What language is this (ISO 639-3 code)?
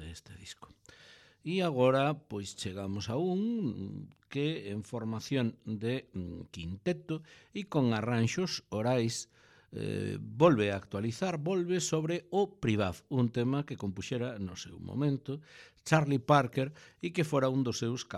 glg